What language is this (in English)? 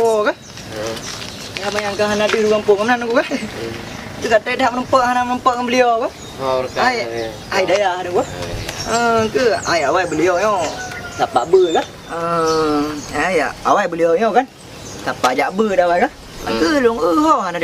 Achinese